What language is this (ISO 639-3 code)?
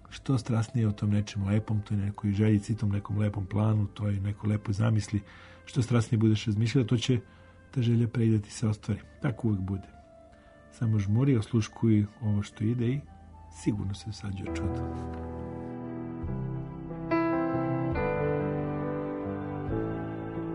srp